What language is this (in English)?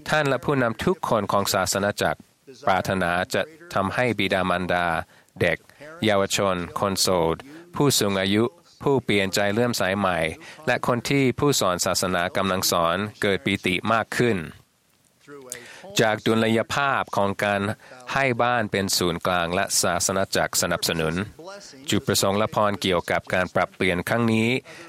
Thai